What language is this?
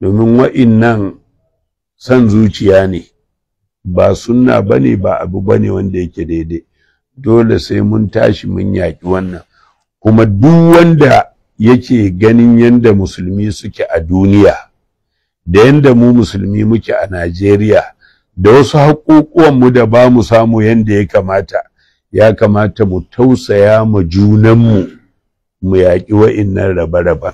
Hausa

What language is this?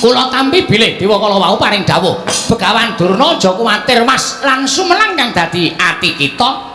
Javanese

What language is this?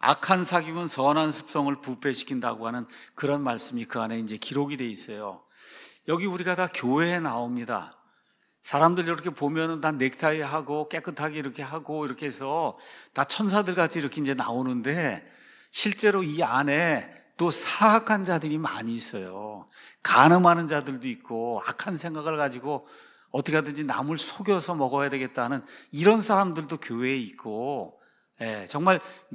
Korean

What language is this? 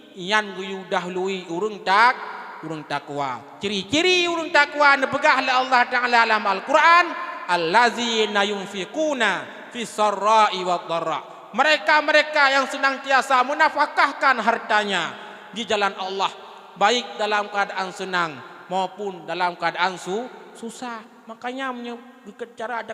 Achinese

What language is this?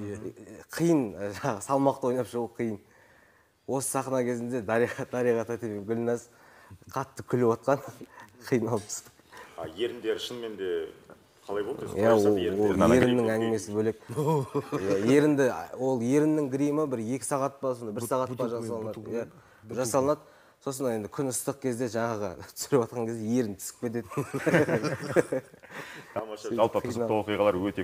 Kazakh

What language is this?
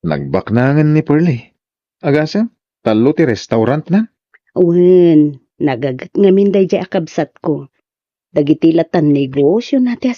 Iloko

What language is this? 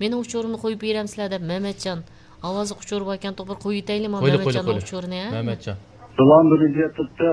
Uyghur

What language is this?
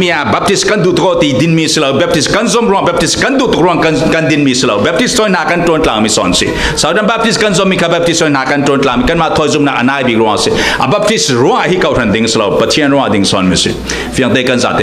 Falam Chin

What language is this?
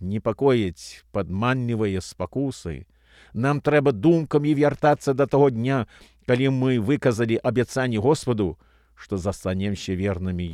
Belarusian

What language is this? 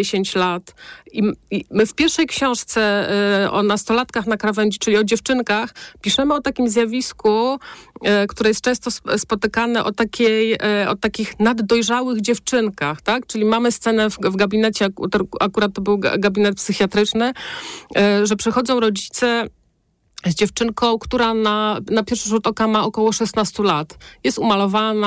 Polish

